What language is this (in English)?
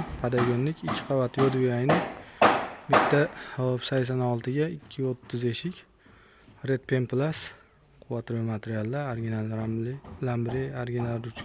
Uzbek